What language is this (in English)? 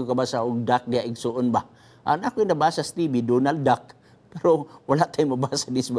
Cebuano